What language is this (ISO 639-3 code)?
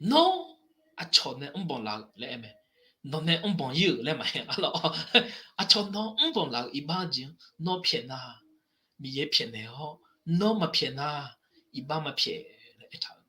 ahk